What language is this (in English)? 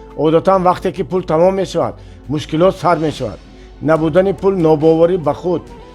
Tajik